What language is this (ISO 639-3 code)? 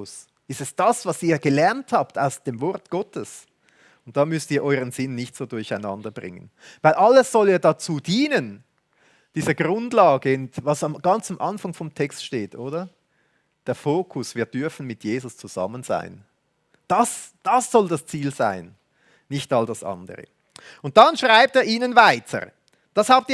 gsw